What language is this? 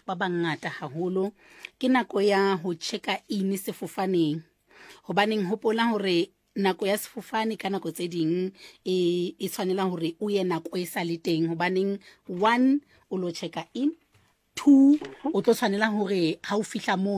Southern Sotho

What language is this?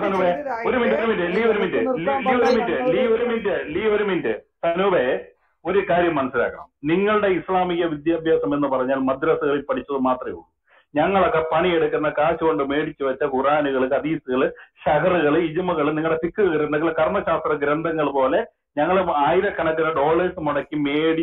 Malayalam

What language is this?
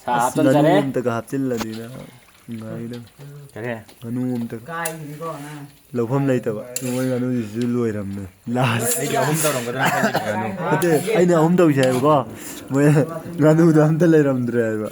Manipuri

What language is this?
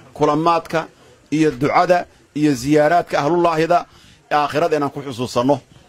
Somali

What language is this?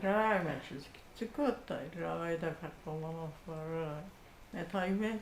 Ossetic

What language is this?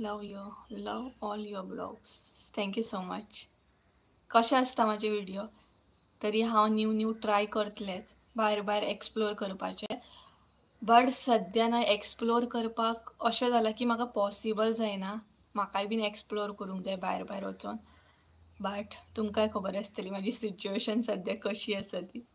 Konkani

